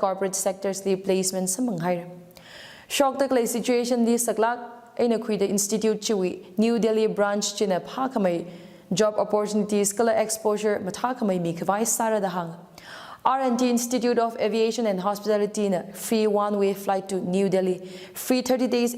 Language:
Tangkhul Naga (India)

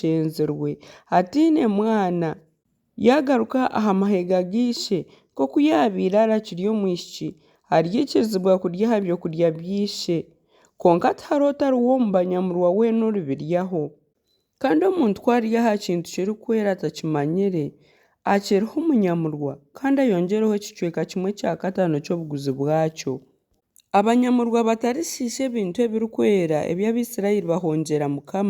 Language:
Nyankole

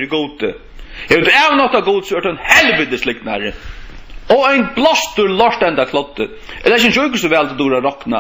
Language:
Faroese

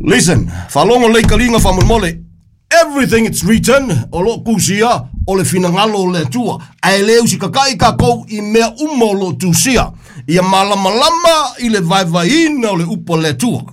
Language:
Samoan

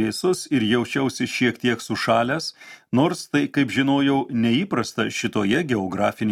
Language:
Lithuanian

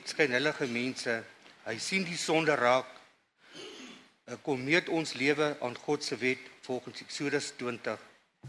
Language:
Afrikaans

